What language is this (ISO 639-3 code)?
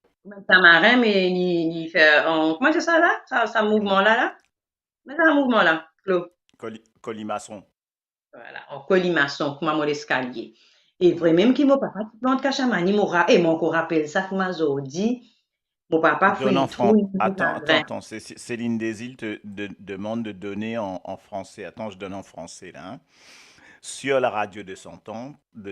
mfe